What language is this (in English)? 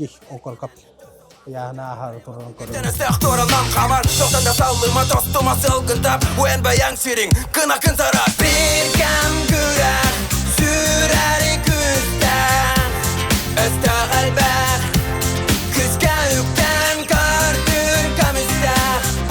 Yakut